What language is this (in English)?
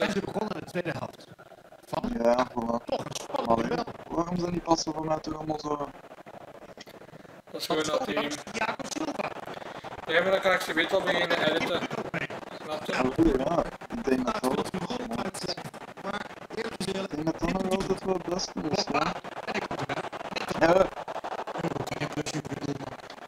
Dutch